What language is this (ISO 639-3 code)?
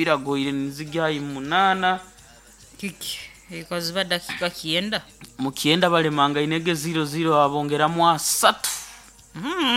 nyo